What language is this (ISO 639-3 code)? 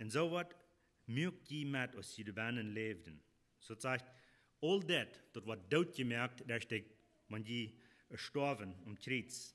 pdt